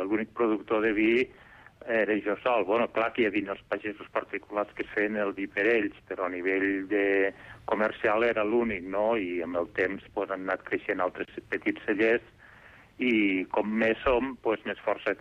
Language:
Catalan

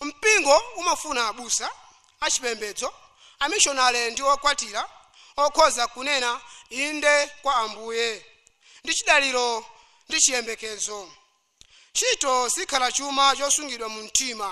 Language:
Nyanja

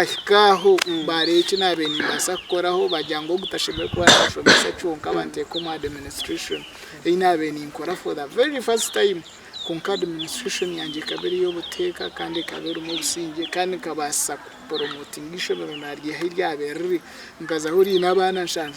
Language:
Nyankole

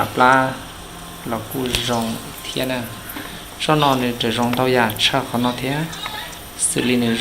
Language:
Hmong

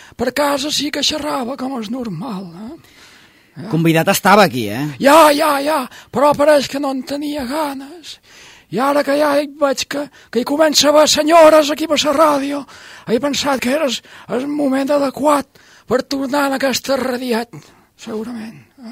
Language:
Catalan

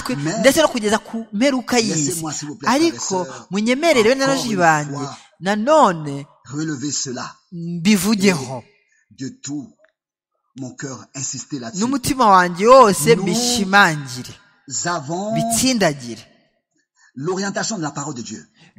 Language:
Kinyarwanda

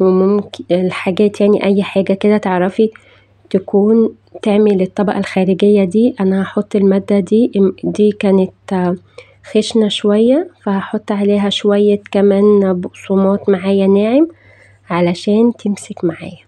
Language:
Egyptian Arabic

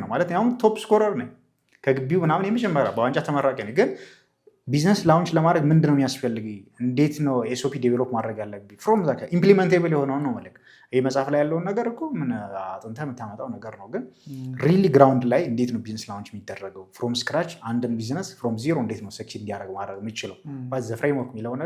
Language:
Amharic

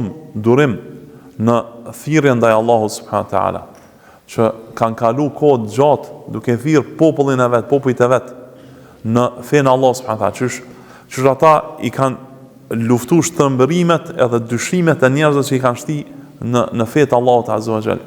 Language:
Albanian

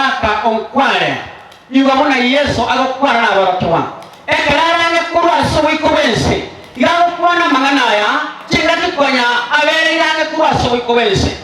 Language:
Gusii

